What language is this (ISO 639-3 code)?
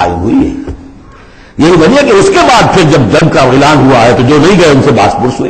urd